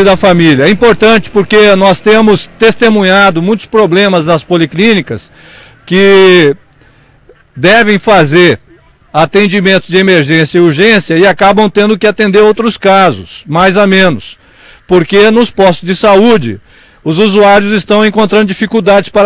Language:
Portuguese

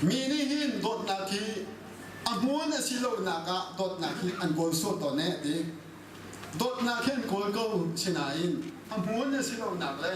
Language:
Hakha Chin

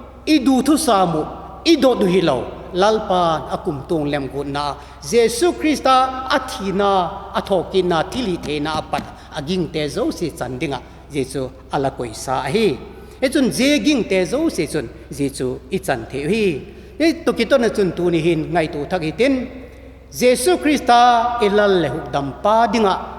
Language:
Vaiphei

